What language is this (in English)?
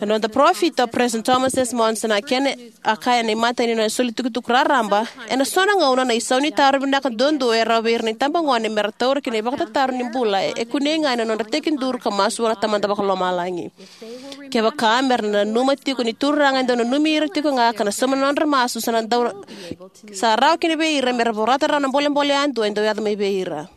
Fijian